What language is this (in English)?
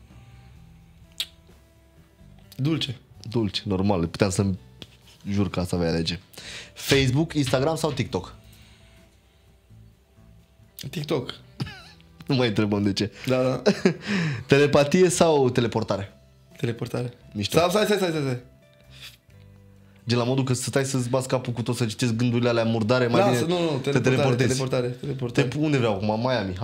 Romanian